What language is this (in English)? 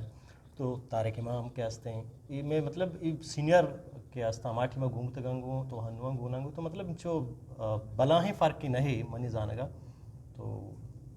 Eastern Balochi